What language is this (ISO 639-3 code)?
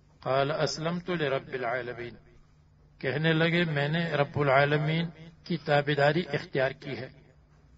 urd